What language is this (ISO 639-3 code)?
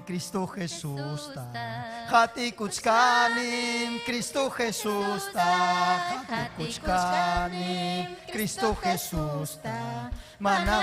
quy